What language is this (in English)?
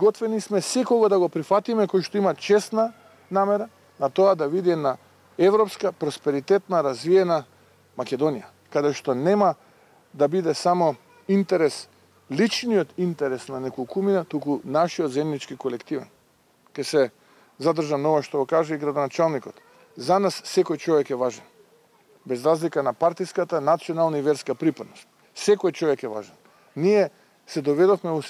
Macedonian